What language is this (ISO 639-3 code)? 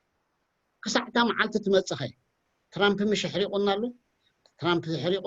tir